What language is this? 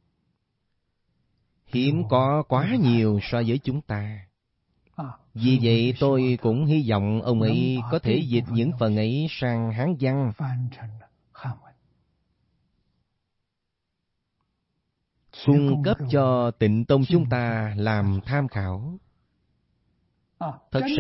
Vietnamese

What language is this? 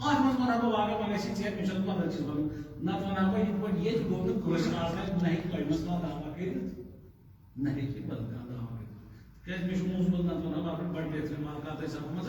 Kashmiri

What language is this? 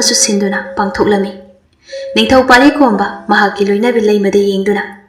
Manipuri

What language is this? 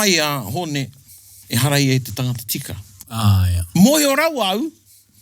Māori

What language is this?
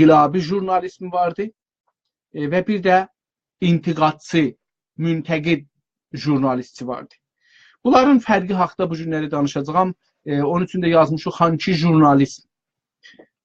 South Azerbaijani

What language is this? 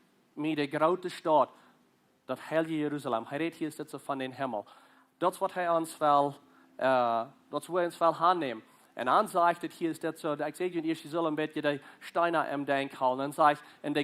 Plautdietsch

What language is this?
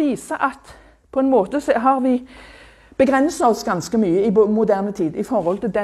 Norwegian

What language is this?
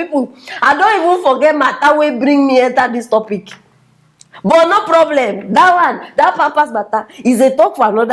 Nigerian Pidgin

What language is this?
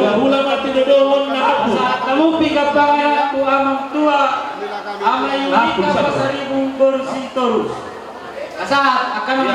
Batak Toba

